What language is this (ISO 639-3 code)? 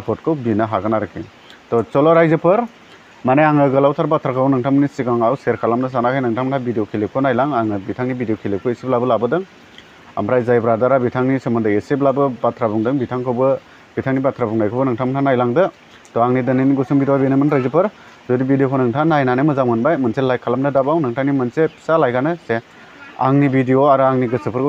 brx